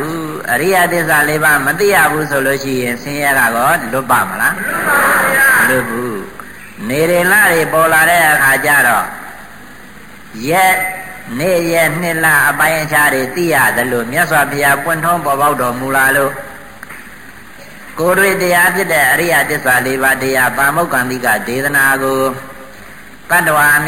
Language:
Burmese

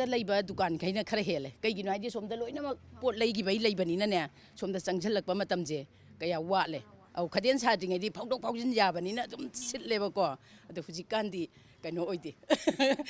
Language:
Manipuri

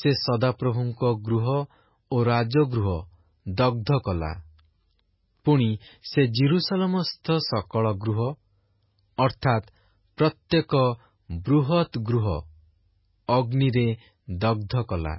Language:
Odia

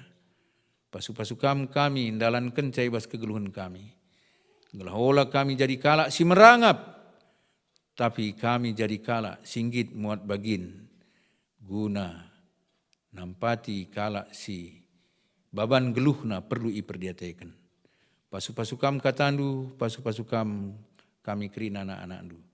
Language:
Batak Karo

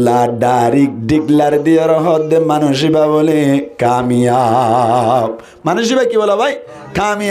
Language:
Rohingya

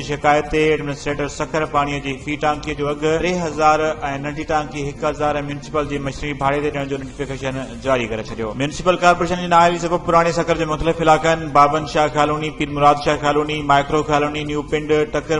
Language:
Sindhi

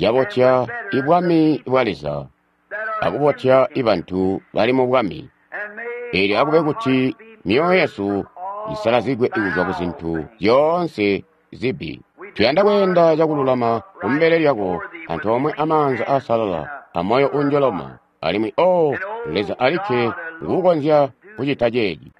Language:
Tonga (Zambia)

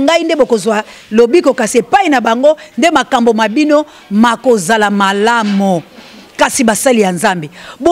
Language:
Lingala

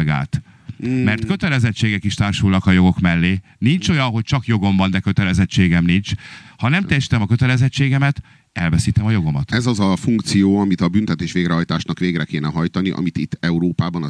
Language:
Hungarian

